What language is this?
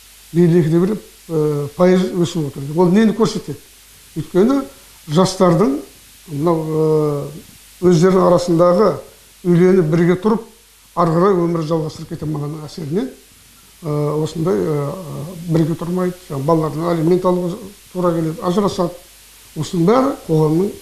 Kazakh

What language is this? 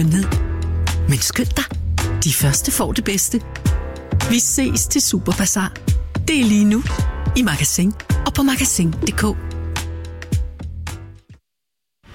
Danish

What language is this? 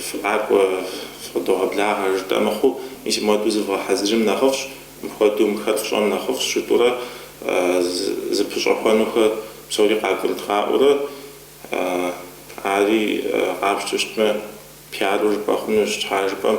Kabardian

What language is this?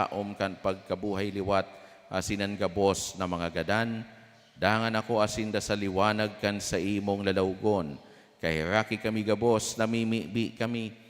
Bikol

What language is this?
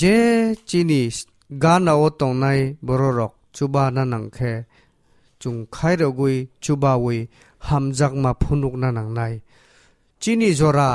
Kok Borok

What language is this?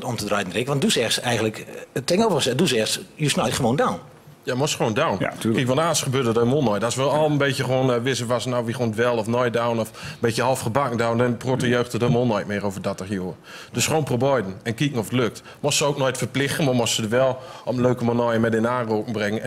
Gronings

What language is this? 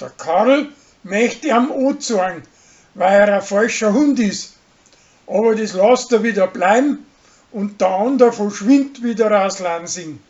Bavarian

